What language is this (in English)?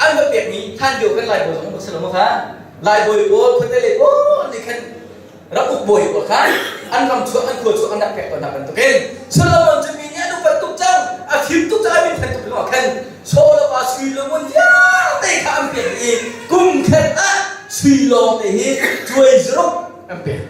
Hakha Chin